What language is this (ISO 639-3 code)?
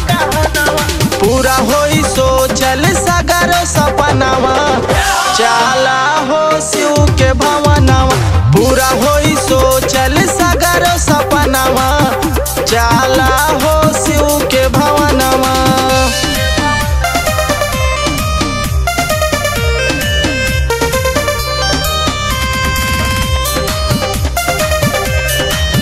bho